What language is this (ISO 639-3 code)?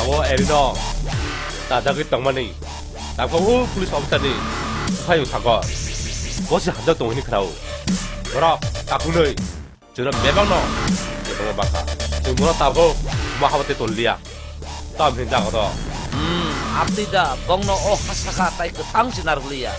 trp